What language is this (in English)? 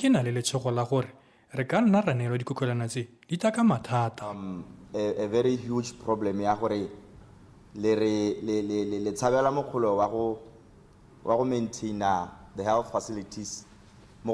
Tswana